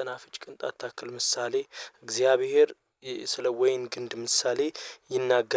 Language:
Amharic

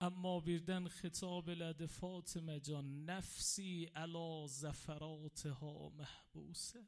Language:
Azerbaijani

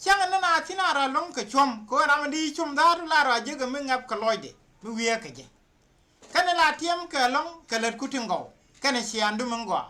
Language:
Nuer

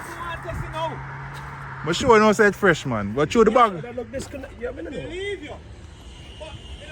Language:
Jamaican Creole English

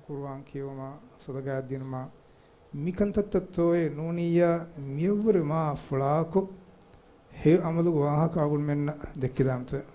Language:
Divehi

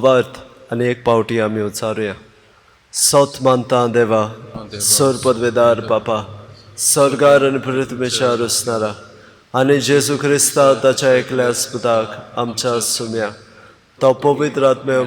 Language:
Konkani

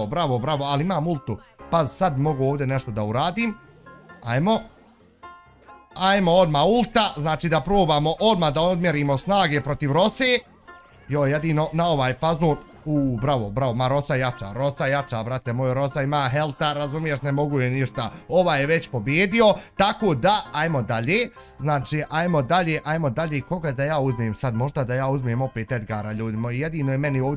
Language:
Bosnian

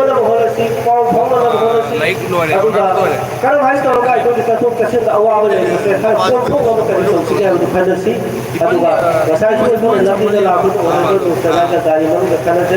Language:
Manipuri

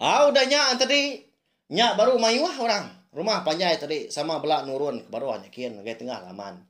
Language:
Iban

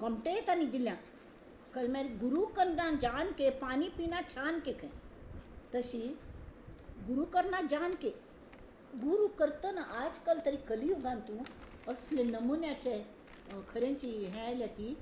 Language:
Konkani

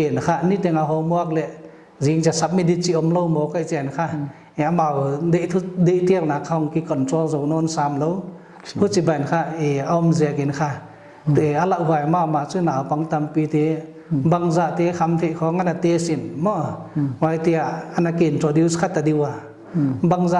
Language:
Paite Chin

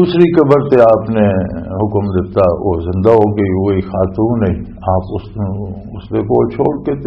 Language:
Western Panjabi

